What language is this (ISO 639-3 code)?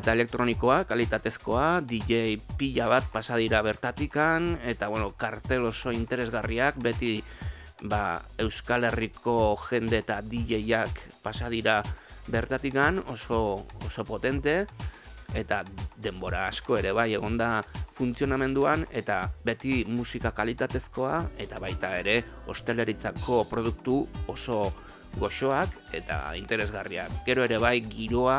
eus